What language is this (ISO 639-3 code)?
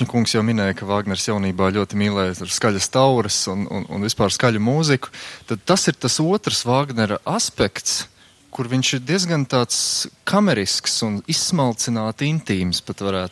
lav